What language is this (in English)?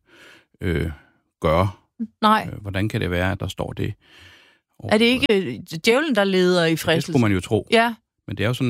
Danish